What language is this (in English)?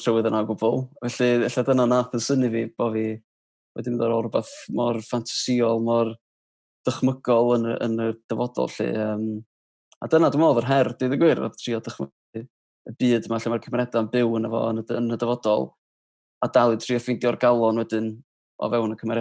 Welsh